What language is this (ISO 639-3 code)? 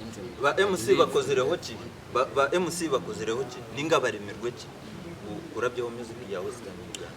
nyn